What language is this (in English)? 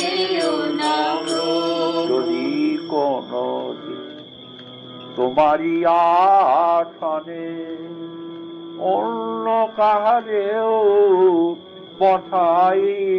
Bangla